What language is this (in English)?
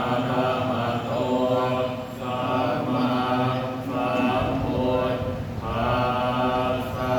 Pali